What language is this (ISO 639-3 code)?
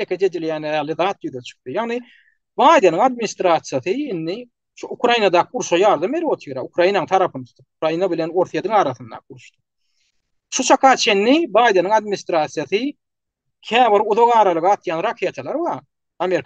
tuk